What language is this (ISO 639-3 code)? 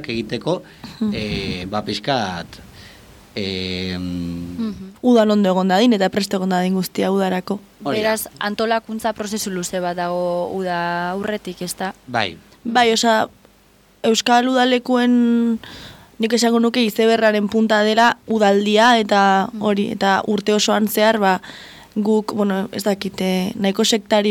eus